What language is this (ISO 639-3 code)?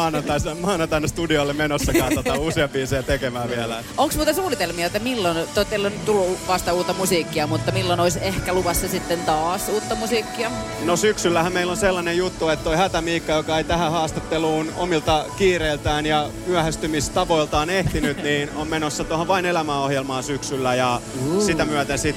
fin